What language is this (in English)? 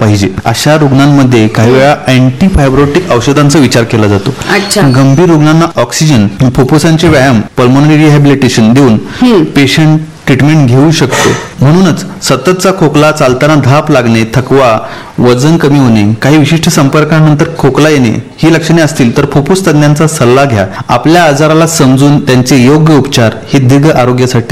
Marathi